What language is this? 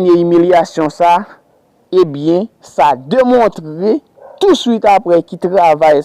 Haitian Creole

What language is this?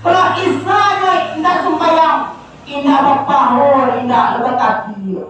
Minangkabau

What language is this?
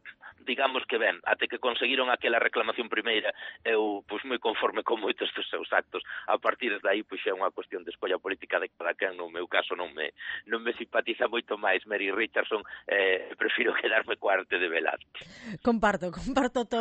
Galician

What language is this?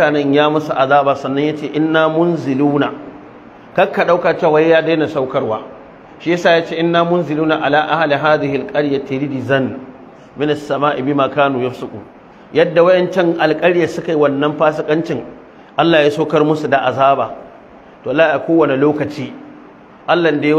Hausa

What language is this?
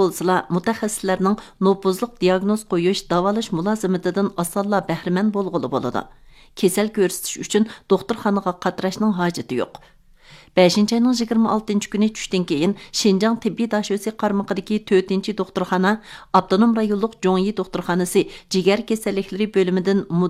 Uyghur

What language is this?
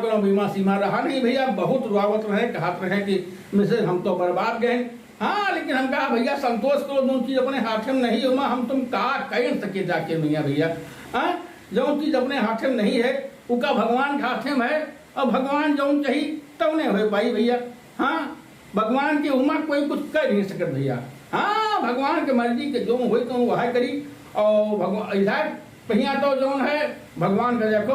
Awadhi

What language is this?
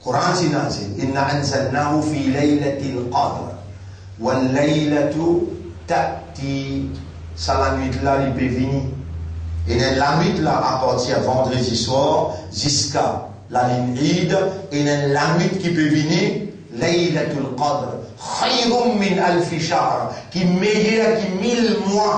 Morisyen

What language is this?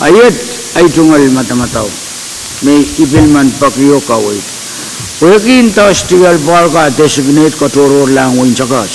Pohnpeian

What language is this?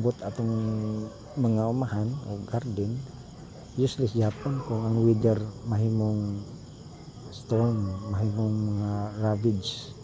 Cebuano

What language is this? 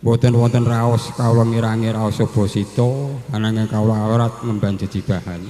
Javanese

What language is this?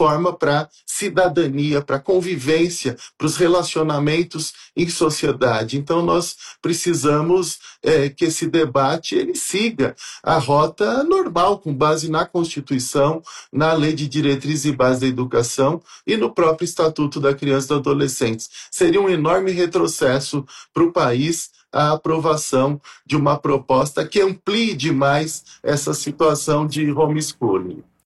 Portuguese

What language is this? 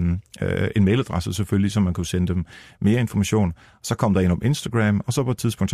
Danish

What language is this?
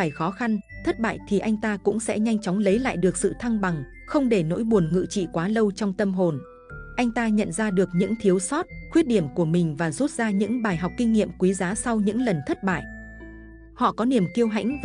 Vietnamese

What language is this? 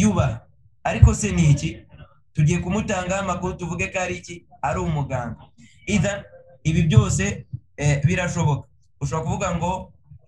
Kinyarwanda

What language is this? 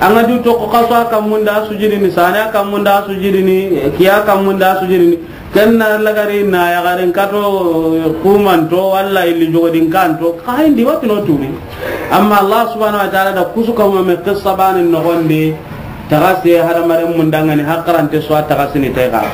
Soninke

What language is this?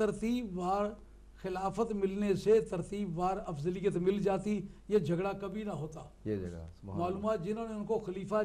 Urdu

